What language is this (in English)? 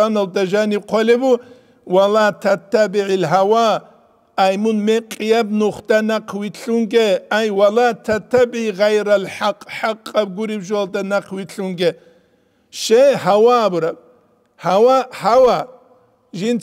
Avaric